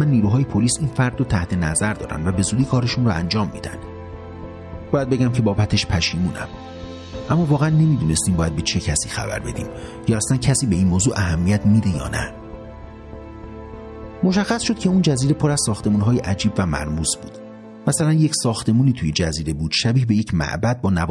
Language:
Persian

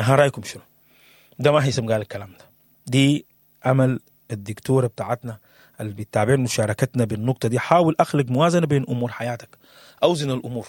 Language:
Sudanese Arabic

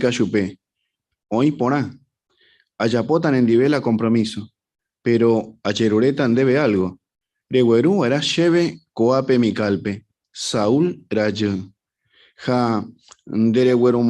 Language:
Guarani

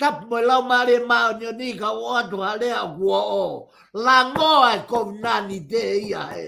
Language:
Tongan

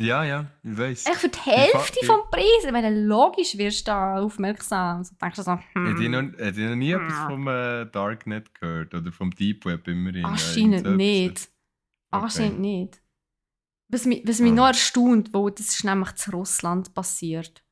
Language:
Swiss German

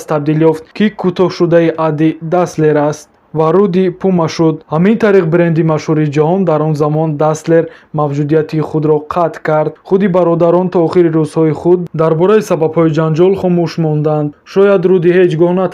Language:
Tajik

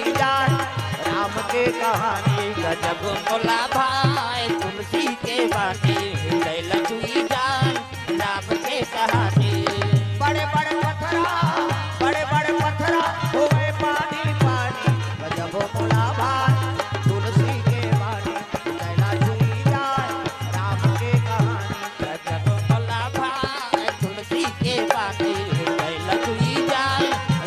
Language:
Chhattisgarhi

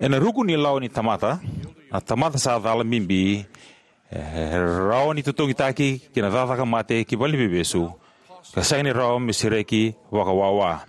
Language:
Fijian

